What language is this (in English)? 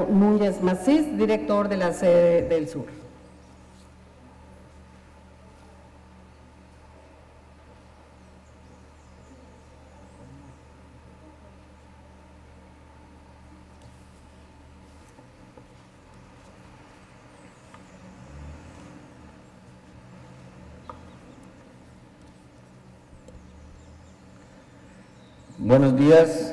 Spanish